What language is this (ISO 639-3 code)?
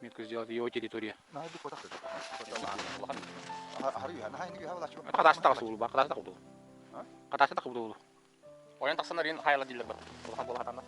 sah